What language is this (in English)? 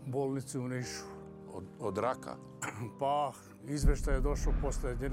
Serbian